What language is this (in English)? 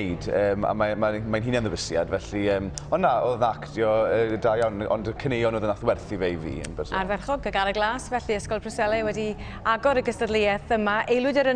Welsh